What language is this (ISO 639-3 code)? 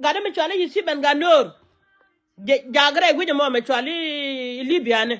nus